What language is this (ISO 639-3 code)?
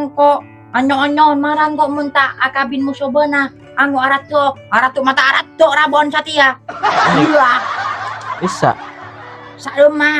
mad